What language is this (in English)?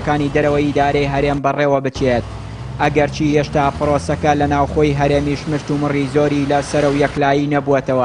Central Kurdish